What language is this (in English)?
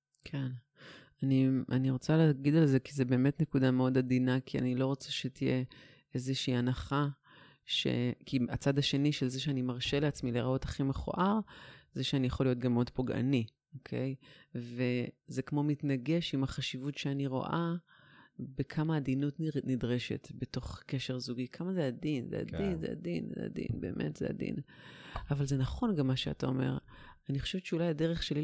Hebrew